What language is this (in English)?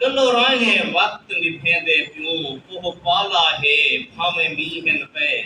Saraiki